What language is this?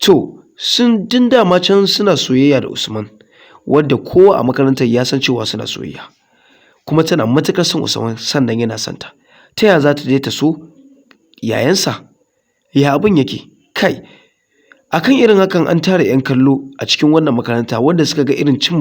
Hausa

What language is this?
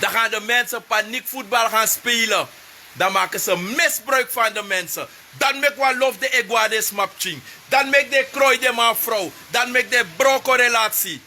Sranan Tongo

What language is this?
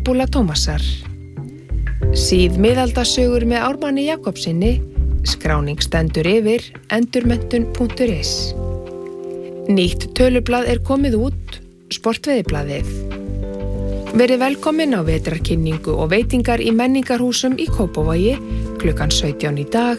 Icelandic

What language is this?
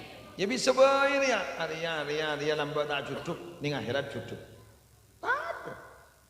Madurese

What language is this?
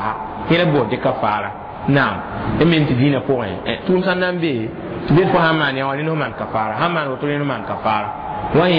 Mossi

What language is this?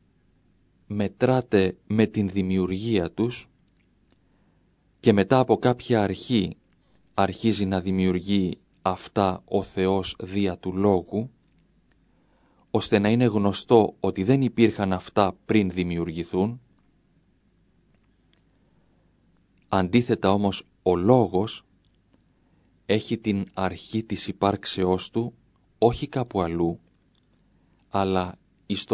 Greek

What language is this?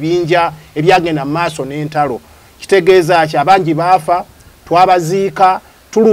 Ganda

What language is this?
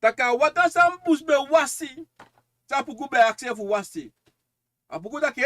Sranan Tongo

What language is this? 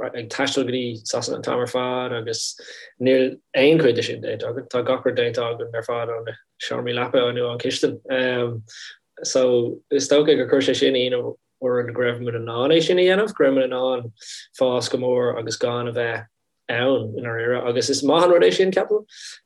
Irish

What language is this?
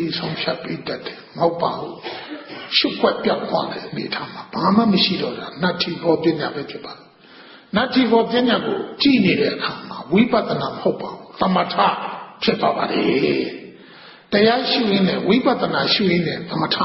Burmese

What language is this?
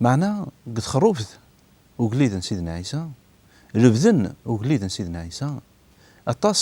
Kabyle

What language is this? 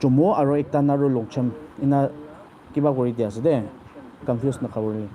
Naga Pidgin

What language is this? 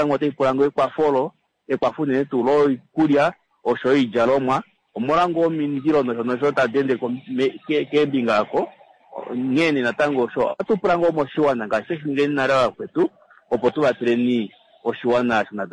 Kuanyama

